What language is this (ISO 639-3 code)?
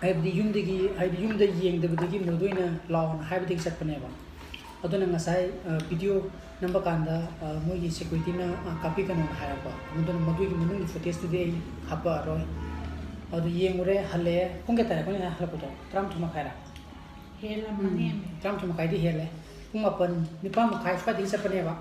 mni